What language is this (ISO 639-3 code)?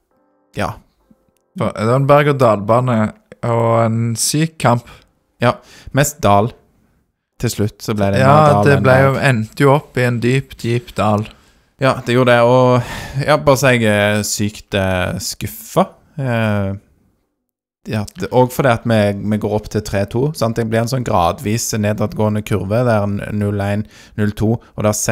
nor